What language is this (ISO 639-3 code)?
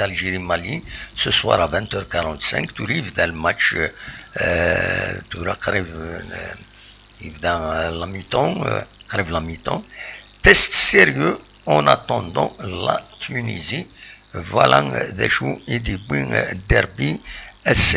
kab